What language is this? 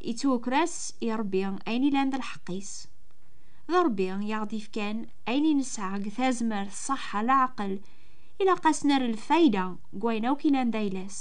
Kabyle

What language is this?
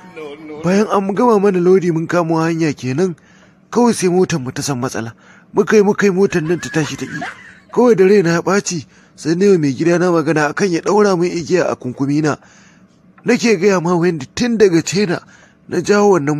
Hausa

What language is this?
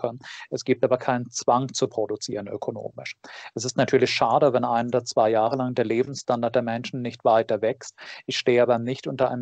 German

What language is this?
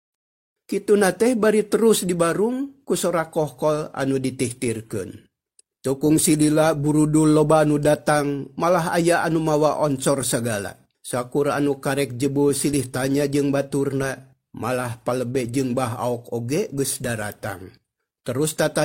Sundanese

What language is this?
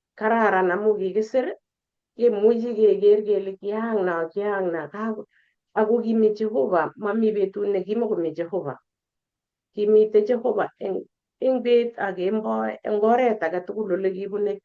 Kalenjin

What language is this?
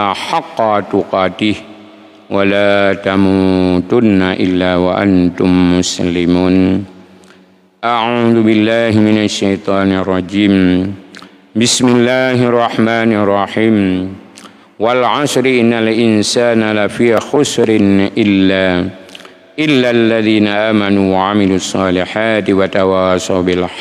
Achinese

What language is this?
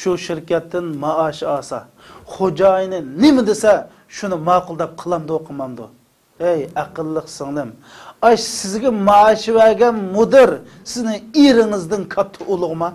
Uyghur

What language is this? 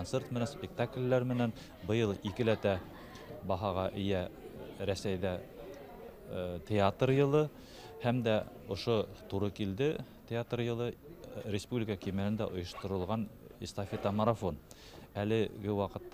Bashkir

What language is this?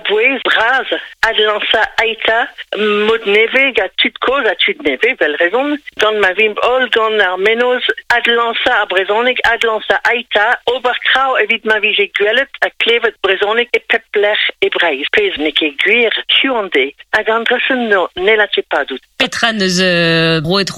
Breton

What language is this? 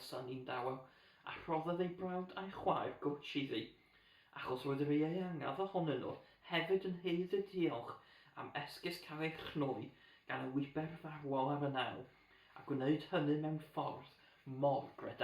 Welsh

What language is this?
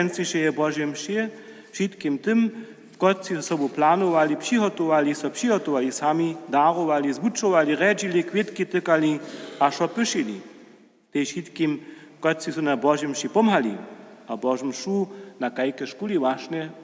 Upper Sorbian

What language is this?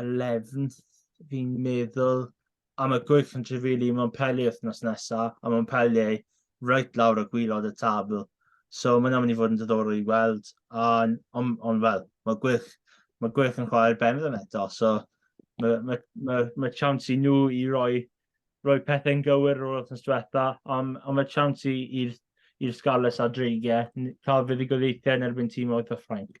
Welsh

